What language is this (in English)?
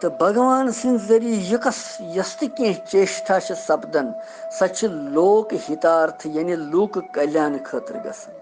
Kashmiri